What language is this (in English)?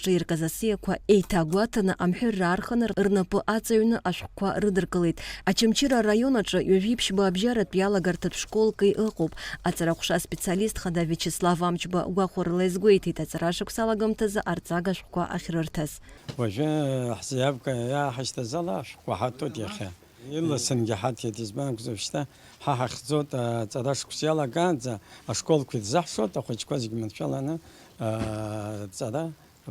Abkhazian